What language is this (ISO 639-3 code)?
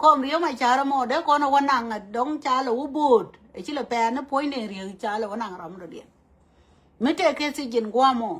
nus